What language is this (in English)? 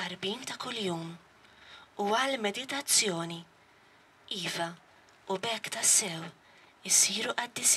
Maltese